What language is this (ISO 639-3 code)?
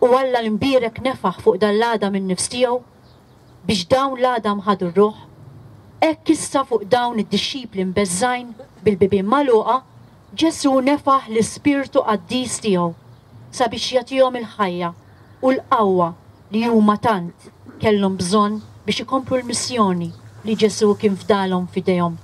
mlt